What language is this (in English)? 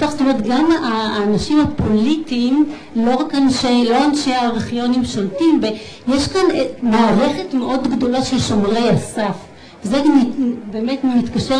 Hebrew